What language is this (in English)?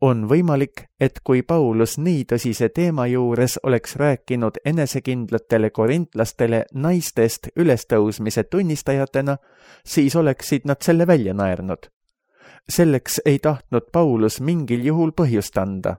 Estonian